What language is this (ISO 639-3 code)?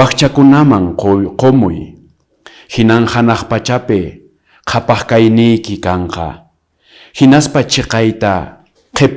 que